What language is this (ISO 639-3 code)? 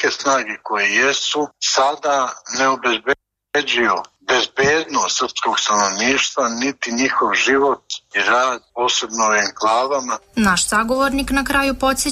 srp